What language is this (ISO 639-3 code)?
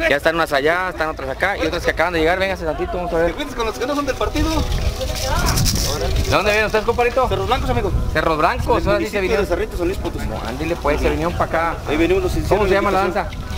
spa